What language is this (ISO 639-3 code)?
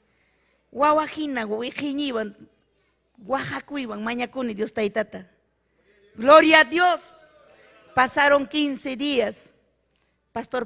quy